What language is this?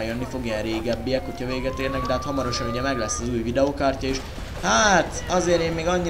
Hungarian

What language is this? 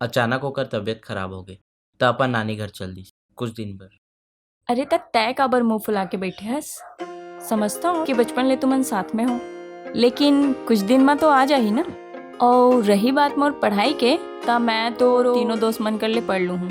Chhattisgarhi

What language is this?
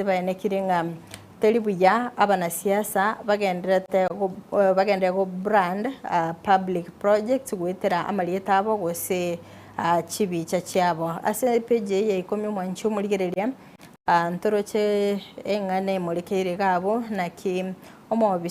Gusii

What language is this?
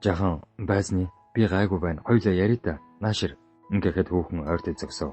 Mongolian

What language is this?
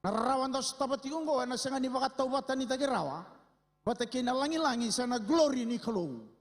Fijian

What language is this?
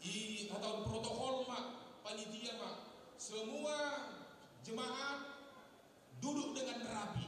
Batak Simalungun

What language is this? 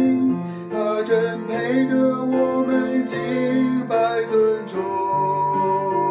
Chinese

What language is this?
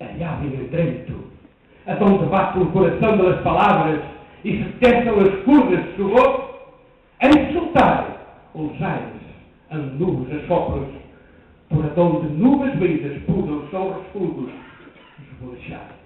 Mirandese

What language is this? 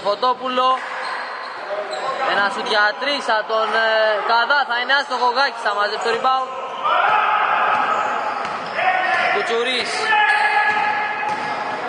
Greek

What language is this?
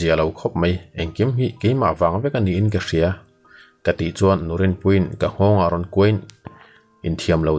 Mizo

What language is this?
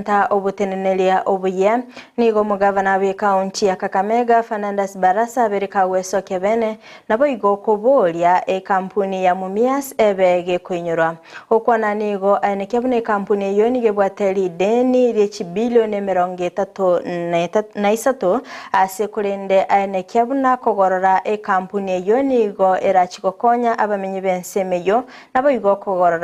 Gusii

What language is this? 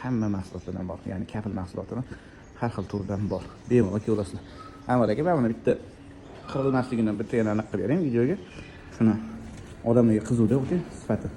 Uzbek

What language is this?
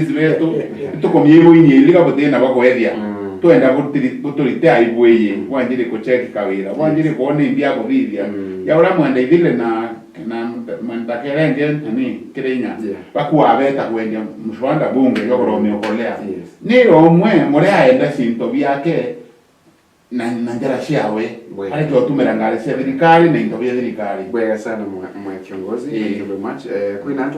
Meru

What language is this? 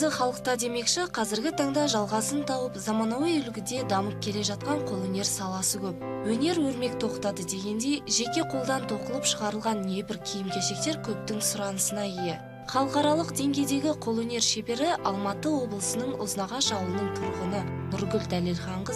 Kazakh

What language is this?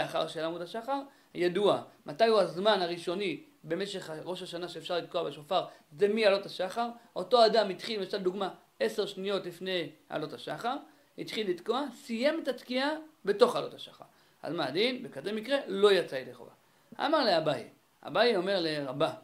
Hebrew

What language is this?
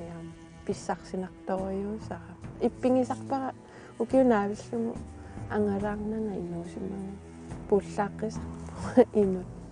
Kalaallisut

